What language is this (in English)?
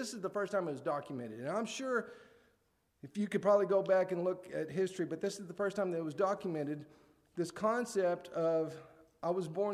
English